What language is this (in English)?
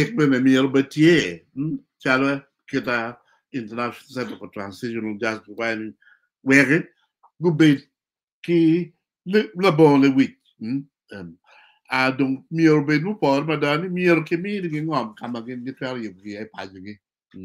Acoli